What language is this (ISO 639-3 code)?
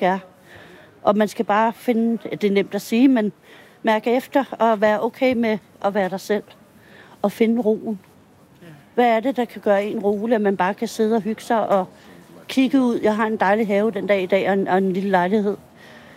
dan